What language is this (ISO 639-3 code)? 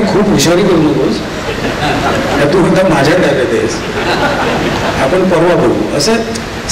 mar